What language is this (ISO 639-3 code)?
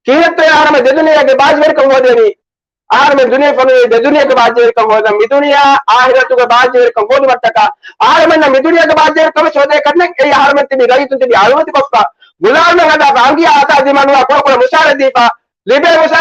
div